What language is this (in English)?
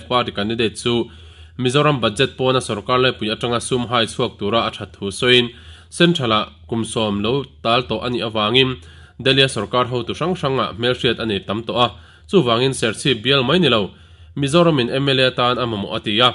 Mizo